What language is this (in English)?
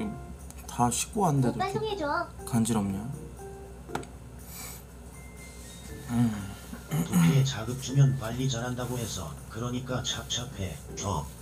Korean